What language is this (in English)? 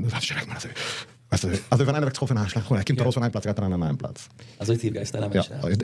Yiddish